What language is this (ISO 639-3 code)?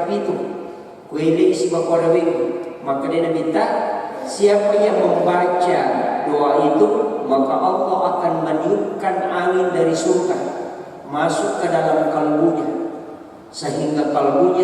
bug